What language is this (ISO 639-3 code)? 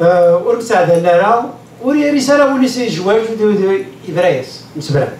kab